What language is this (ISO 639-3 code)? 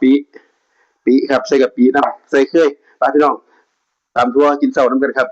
tts